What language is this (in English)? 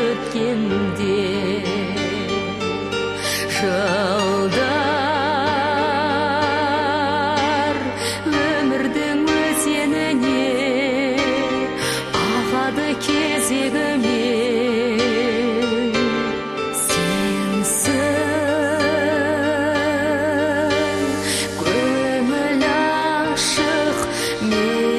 Kazakh